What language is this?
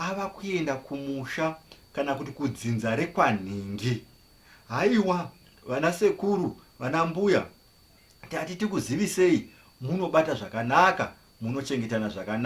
Shona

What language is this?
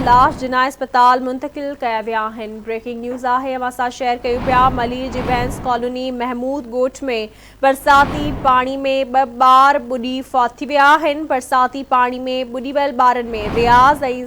Sindhi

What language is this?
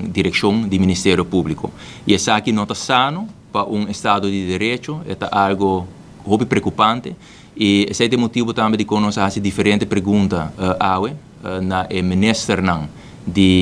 Papiamento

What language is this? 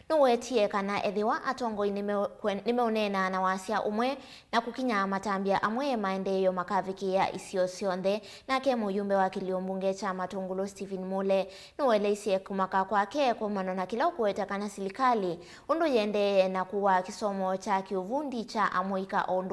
Kamba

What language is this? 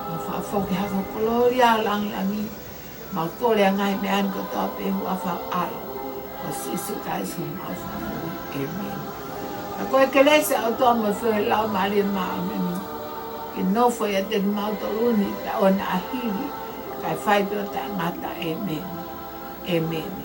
Tongan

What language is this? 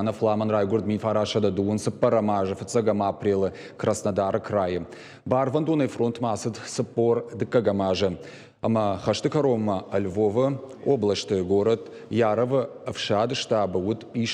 Ossetic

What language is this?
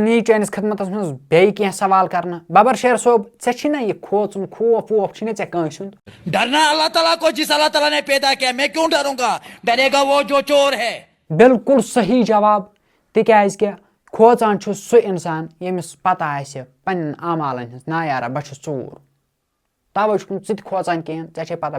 Kashmiri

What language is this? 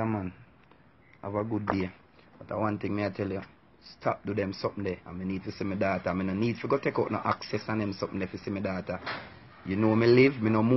Jamaican Creole English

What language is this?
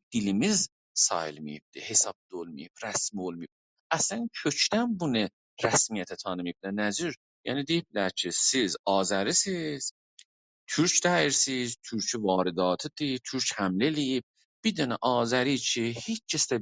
South Azerbaijani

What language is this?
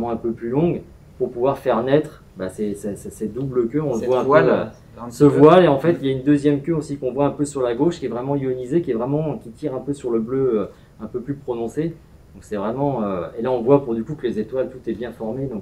French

